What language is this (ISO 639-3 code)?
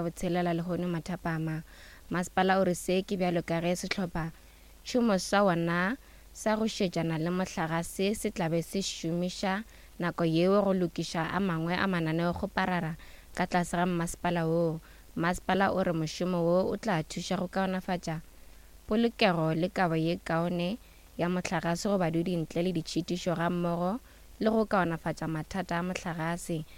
nso